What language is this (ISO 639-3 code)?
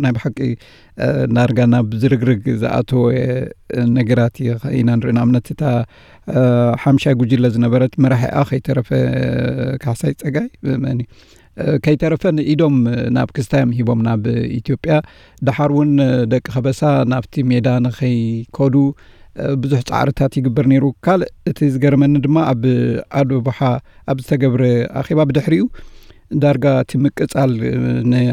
tir